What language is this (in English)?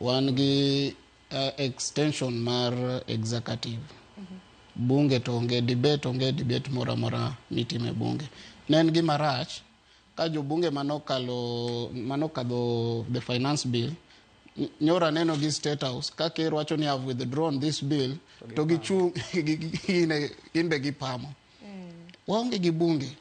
Luo (Kenya and Tanzania)